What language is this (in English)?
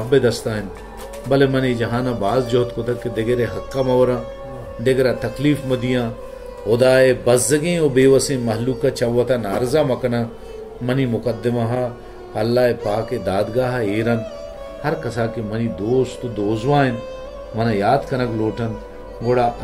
Baluchi